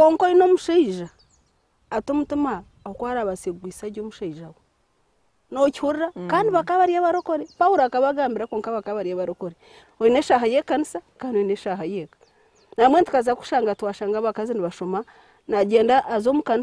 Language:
Nyankole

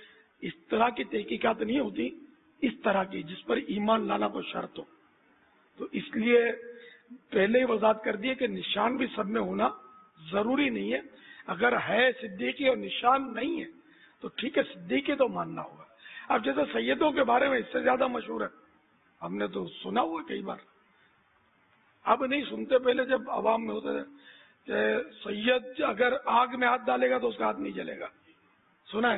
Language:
Urdu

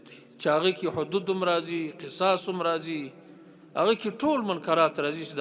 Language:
Pashto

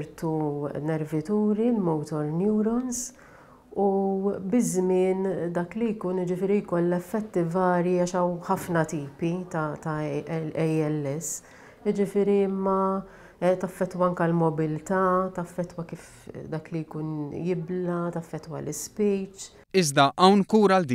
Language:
Maltese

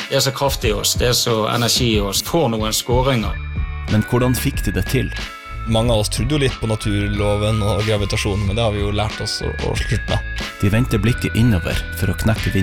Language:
Norwegian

